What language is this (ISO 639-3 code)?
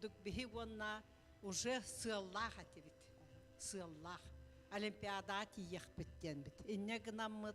sah